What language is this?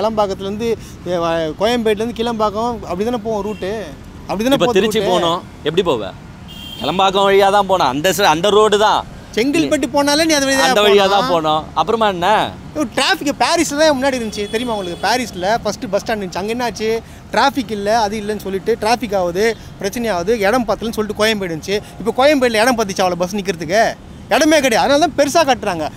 Tamil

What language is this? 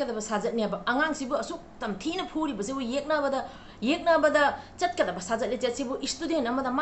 Manipuri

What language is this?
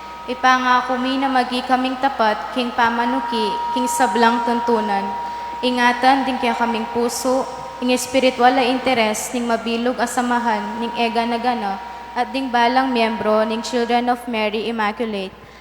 Pampanga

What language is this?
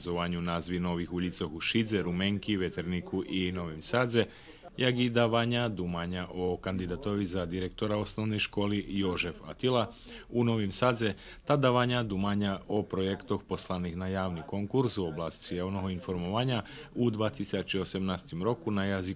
Rusyn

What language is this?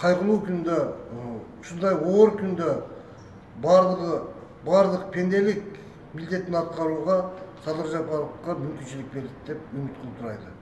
Kyrgyz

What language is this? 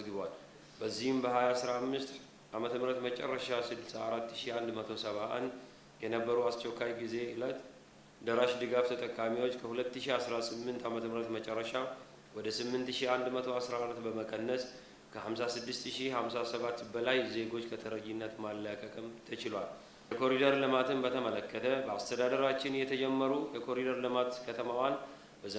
Amharic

